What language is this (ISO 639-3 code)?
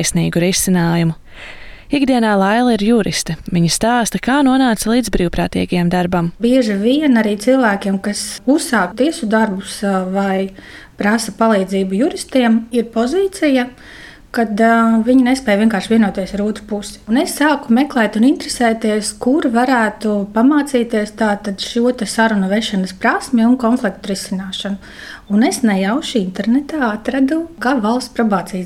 lav